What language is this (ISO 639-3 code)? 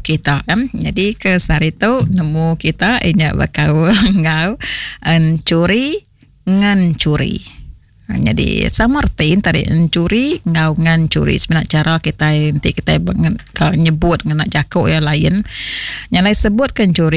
iba